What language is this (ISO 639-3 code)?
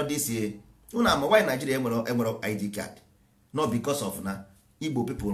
ibo